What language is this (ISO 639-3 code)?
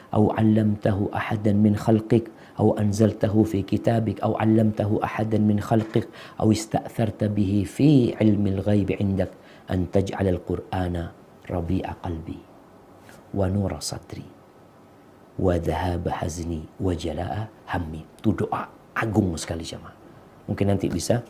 ind